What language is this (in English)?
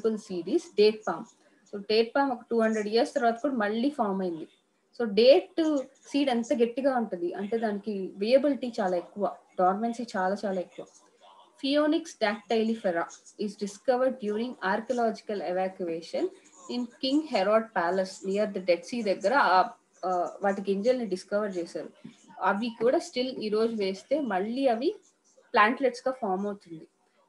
Telugu